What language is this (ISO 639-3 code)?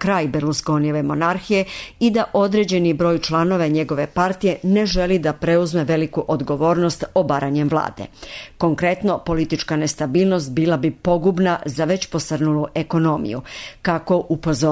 srp